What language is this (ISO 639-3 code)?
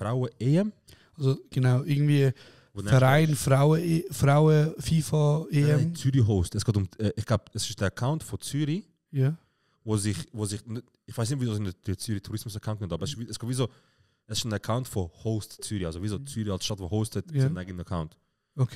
gsw